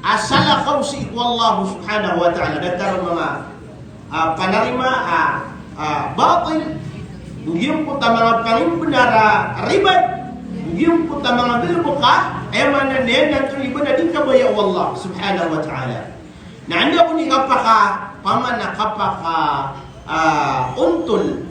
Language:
Maranao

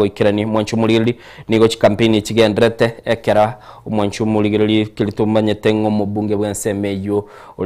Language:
Gusii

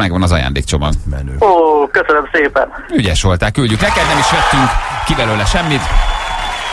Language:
Hungarian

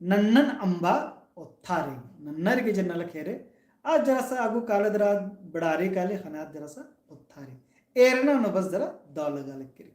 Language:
Kurukh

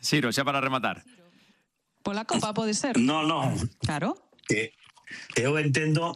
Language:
Galician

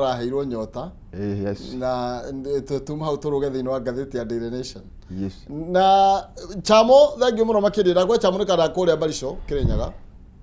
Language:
Kikuyu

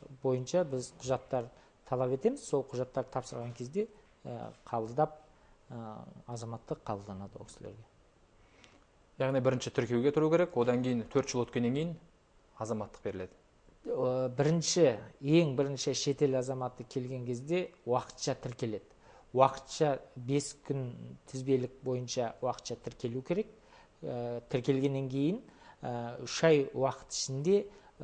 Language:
Kazakh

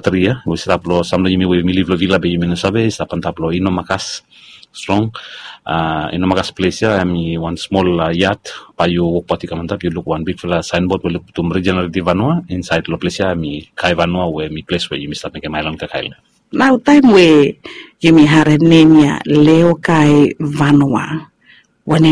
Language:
Bislama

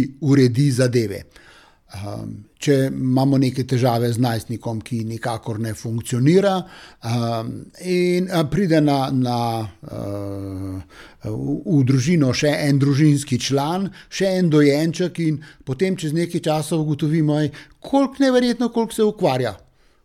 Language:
Slovenian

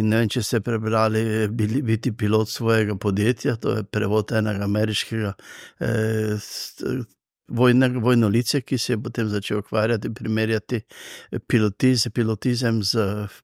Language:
Slovenian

